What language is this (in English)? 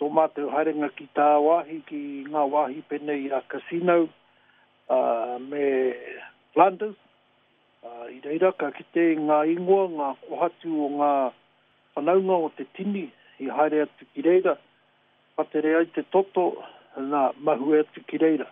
Māori